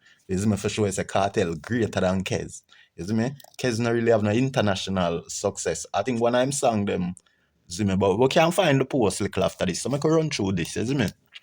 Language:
Jamaican Creole English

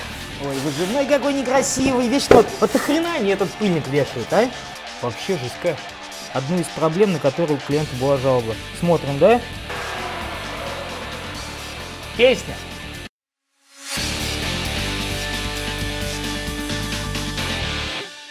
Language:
Russian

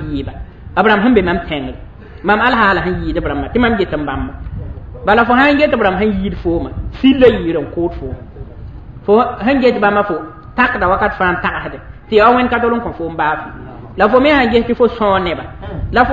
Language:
Mossi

